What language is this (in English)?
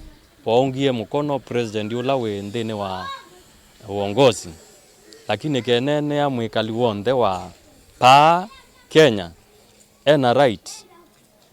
Kamba